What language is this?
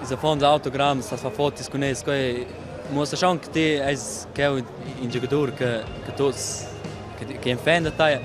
Romansh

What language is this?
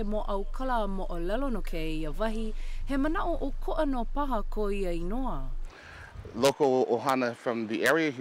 Hawaiian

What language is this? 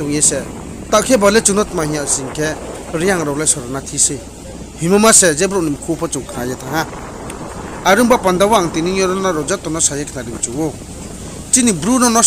Riang (India)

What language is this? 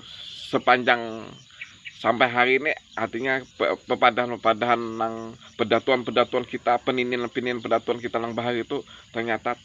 Banjar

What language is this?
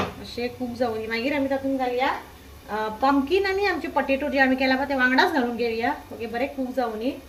Konkani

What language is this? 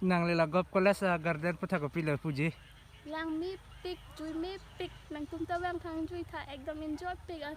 Karbi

